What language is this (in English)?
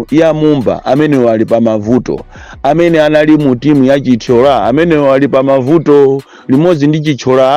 Nyanja